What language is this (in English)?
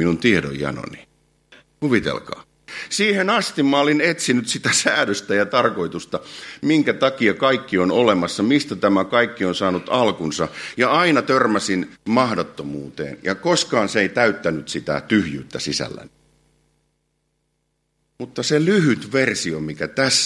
Finnish